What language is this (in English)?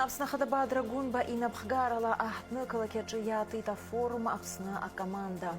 Abkhazian